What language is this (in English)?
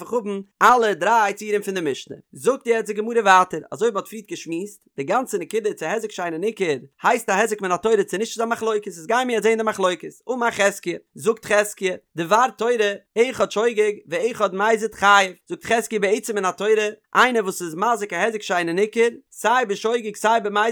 Yiddish